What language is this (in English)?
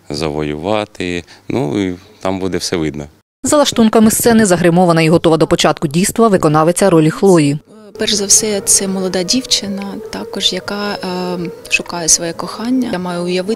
Ukrainian